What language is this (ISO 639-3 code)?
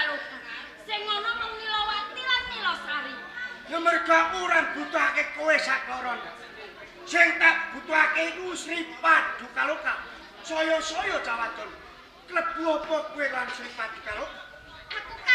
jav